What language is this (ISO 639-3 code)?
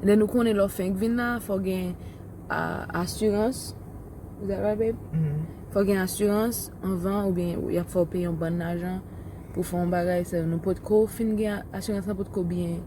hat